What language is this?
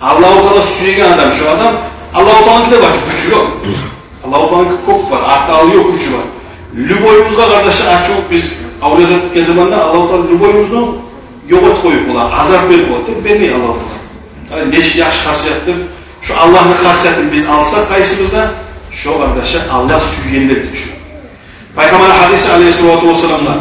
Kumyk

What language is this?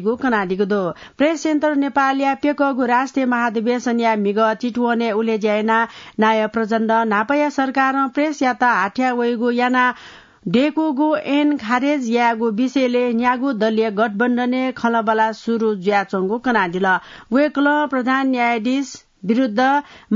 Newari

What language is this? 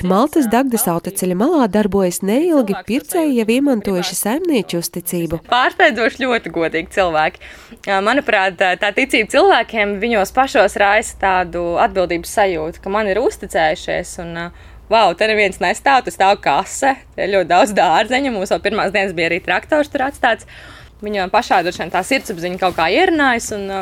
Latvian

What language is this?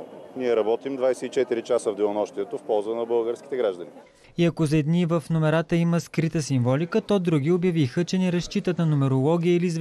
Bulgarian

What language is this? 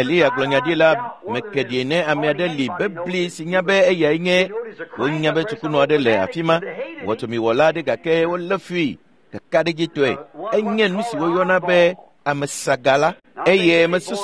Ewe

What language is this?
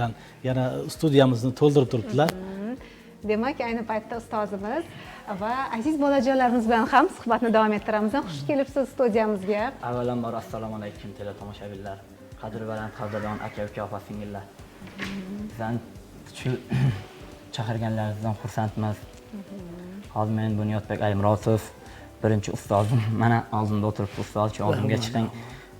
Uzbek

